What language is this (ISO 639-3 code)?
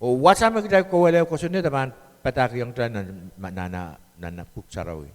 pon